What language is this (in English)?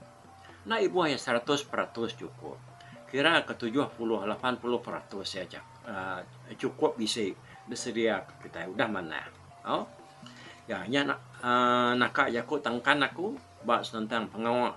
Iban